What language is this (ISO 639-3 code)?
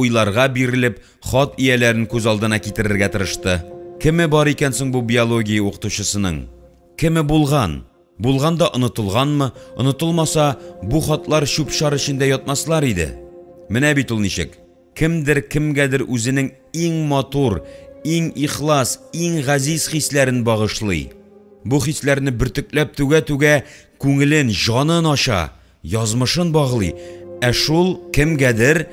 tat